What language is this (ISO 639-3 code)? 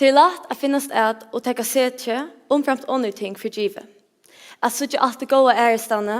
fao